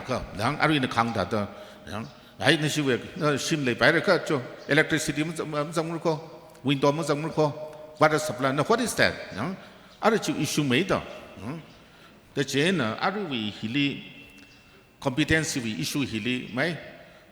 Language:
Tangkhul Naga (India)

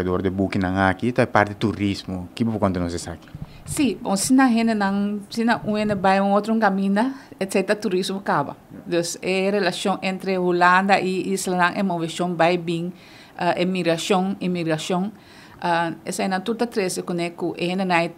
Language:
Papiamento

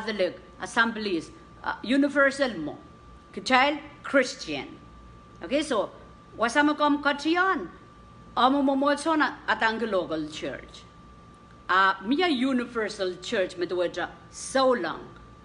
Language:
Pohnpeian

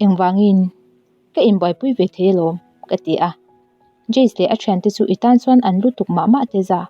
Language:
Mizo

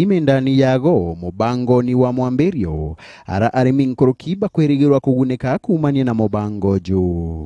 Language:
Meru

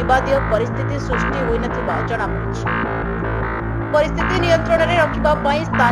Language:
Odia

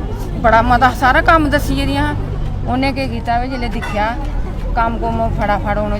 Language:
Dogri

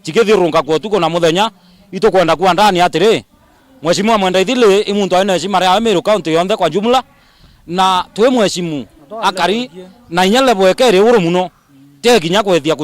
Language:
Meru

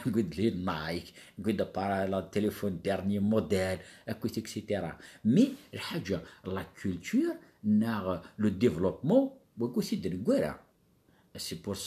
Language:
Kabyle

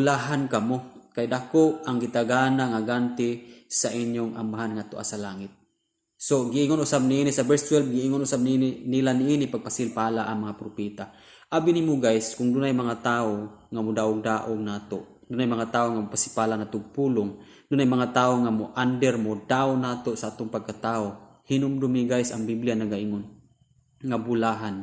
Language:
Cebuano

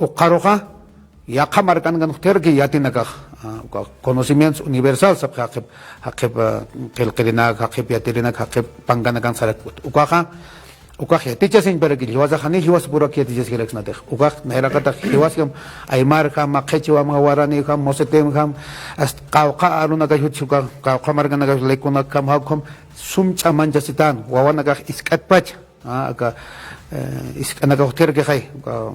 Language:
Aymara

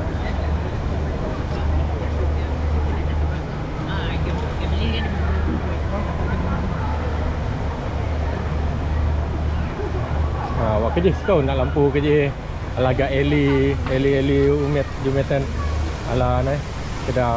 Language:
Malay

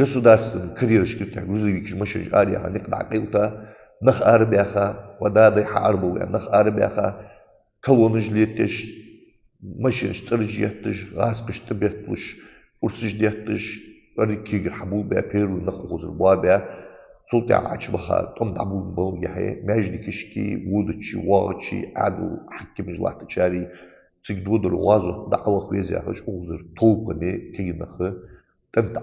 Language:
Ingush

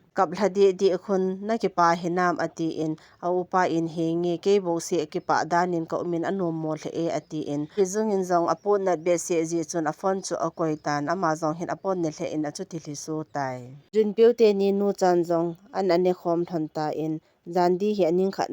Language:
Thado Chin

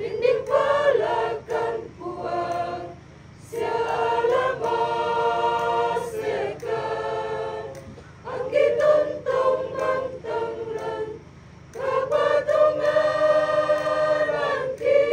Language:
Toraja-Sa'dan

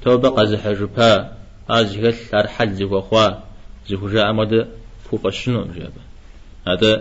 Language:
Kabardian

